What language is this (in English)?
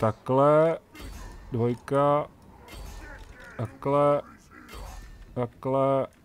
Czech